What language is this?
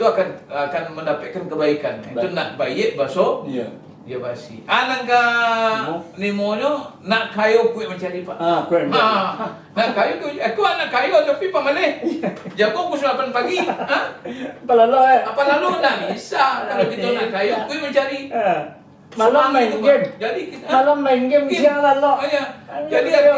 Minangkabau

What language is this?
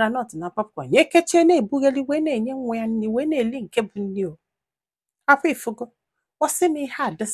Igbo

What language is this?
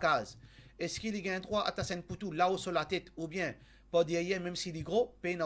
Morisyen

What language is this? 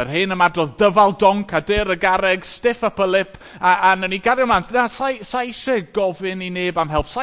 Welsh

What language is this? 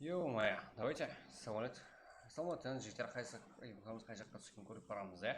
Kara-Kalpak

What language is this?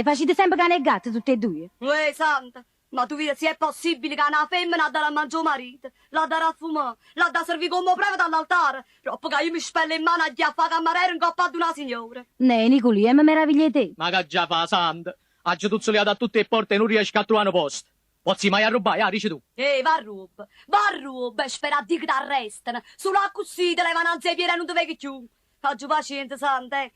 Neapolitan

